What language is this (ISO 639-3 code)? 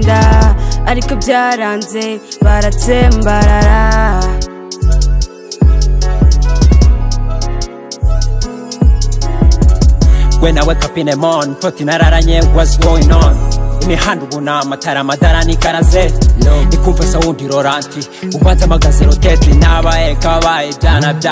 kin